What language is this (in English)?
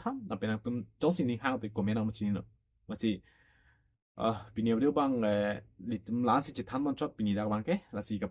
Karbi